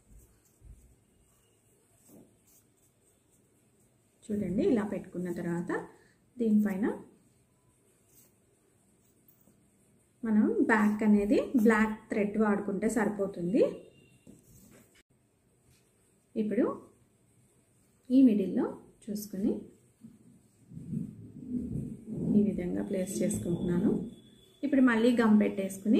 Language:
Telugu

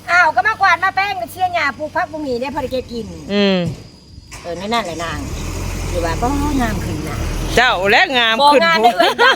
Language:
Northeastern Thai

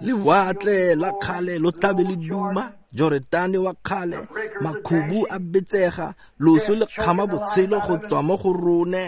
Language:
Tswana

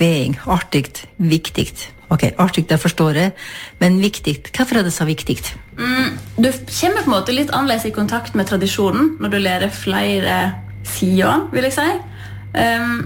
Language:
Norwegian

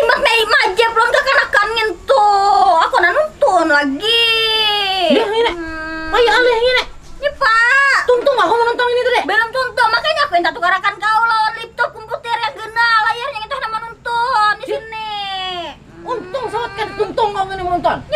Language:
Banjar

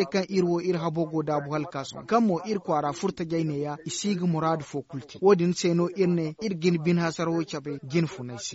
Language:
Zarma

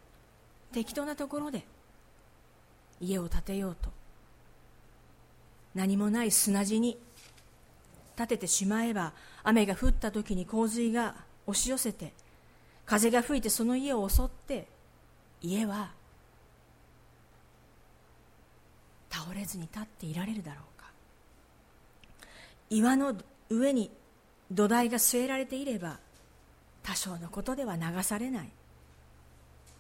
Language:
Japanese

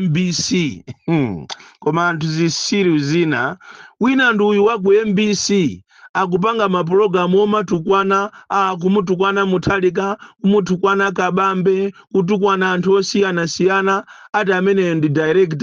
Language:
Nyanja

